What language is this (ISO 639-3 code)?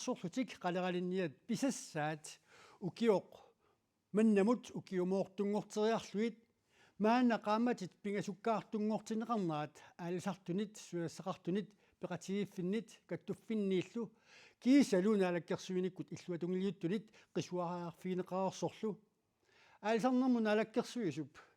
kal